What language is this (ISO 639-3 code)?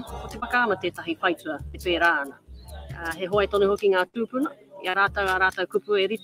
mri